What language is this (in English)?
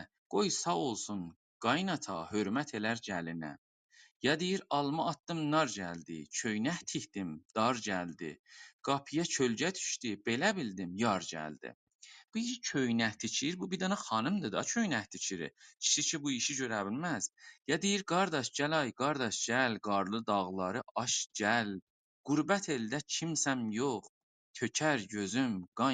South Azerbaijani